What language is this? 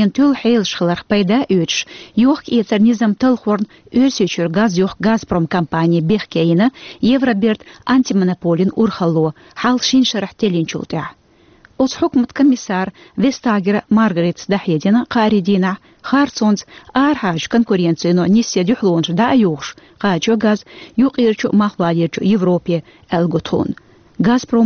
Chechen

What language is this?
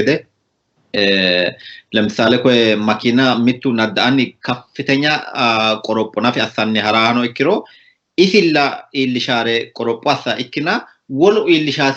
Sidamo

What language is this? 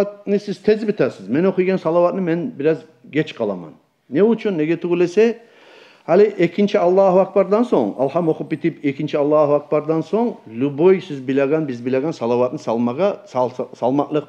Kumyk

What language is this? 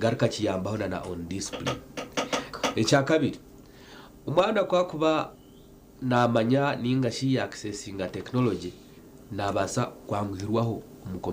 Nyankole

